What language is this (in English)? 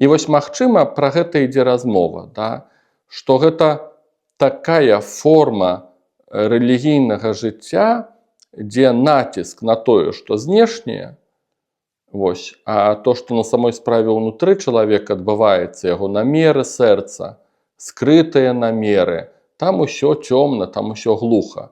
Belarusian